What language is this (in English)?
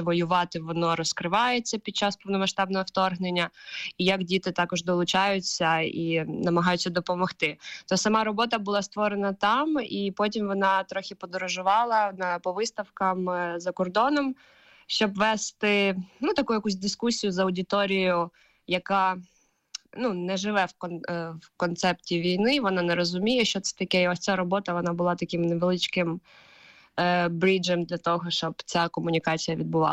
Ukrainian